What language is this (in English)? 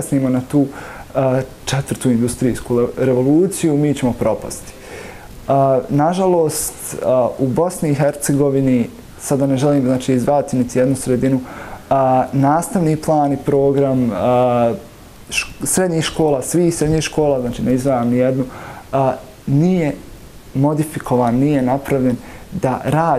Bosnian